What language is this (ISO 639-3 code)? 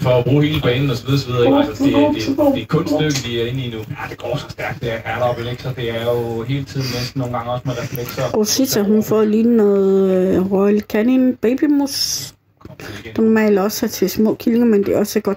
dan